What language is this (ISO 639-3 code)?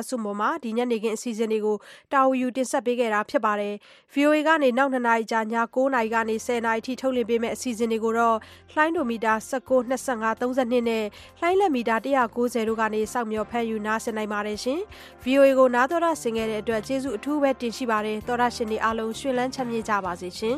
mya